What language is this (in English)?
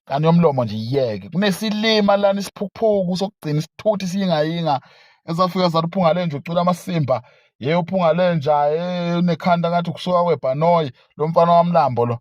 Zulu